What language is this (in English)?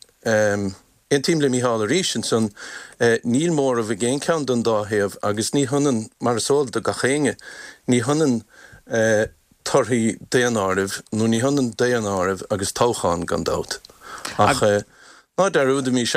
Irish